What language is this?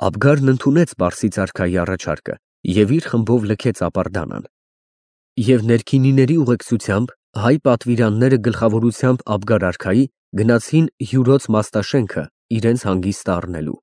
Armenian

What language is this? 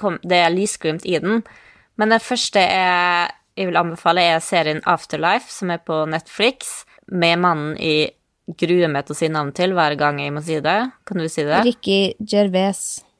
Norwegian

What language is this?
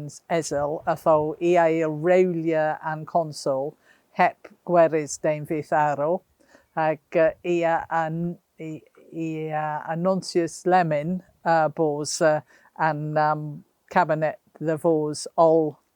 Cornish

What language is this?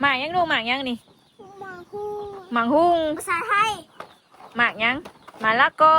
Northeastern Thai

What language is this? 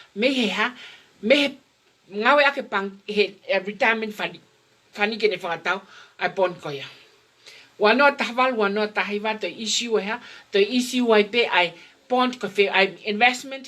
Tongan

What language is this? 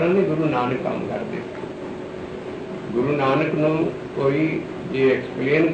Punjabi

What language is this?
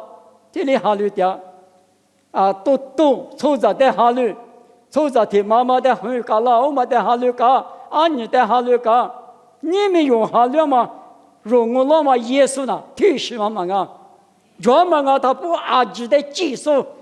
Lisu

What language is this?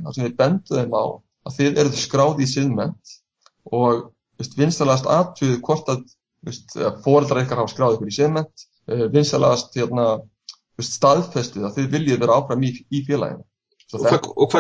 Icelandic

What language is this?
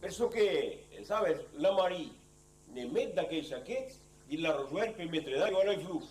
Occitan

